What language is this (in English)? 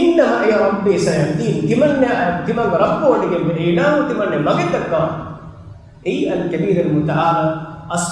Divehi